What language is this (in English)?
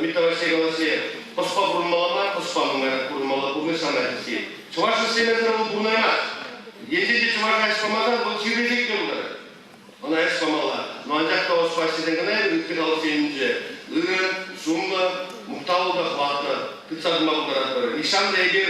Chuvash